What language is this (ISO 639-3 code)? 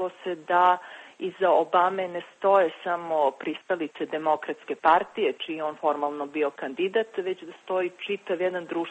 srp